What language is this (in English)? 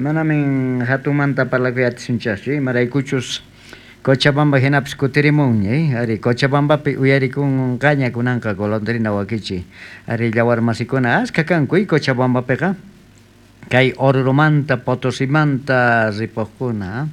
South Bolivian Quechua